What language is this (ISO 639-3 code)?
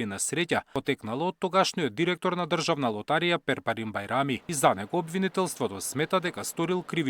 mkd